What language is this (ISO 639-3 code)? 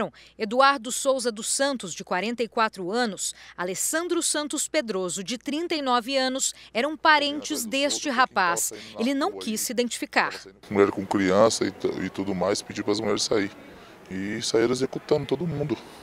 por